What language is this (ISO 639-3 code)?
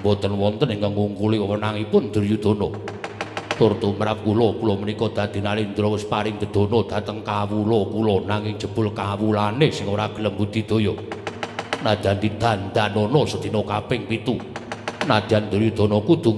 jav